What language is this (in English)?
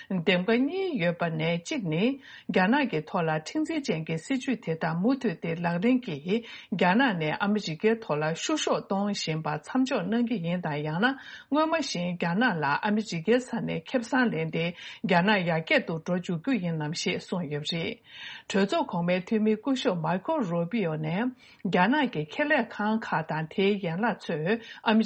Tibetan